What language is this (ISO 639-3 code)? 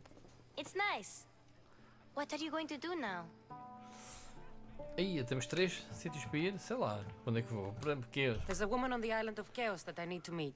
por